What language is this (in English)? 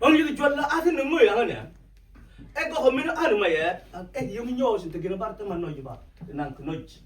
Mabaan